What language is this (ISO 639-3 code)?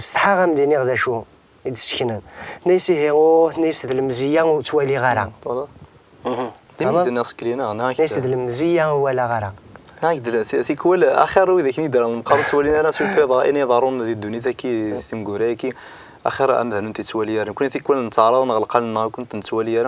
kab